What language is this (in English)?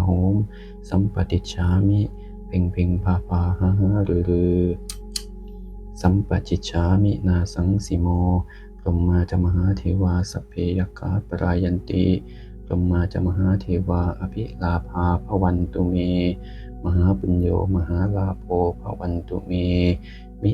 Pali